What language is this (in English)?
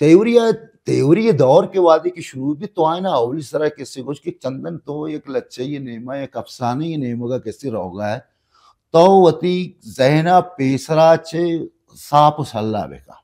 Baluchi